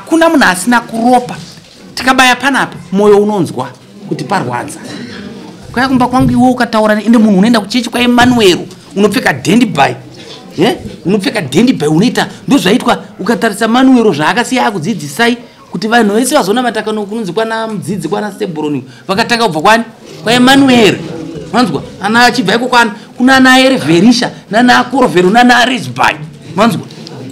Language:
Shona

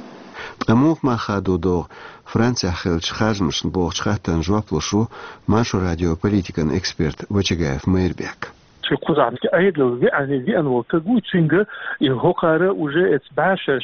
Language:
Chechen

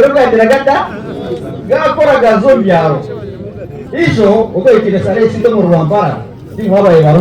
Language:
Nyankole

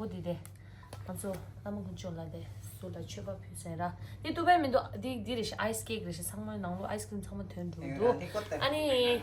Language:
Tibetan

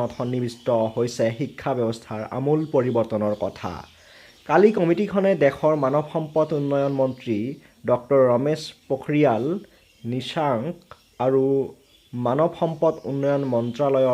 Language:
Assamese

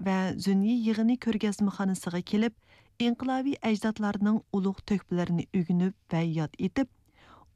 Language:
Uyghur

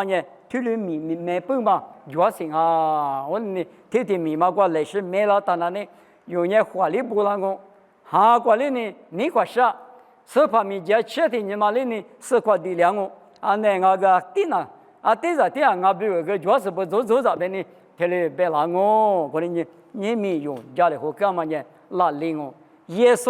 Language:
Lisu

